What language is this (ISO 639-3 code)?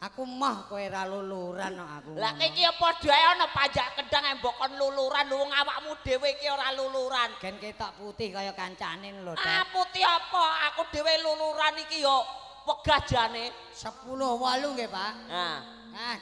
jav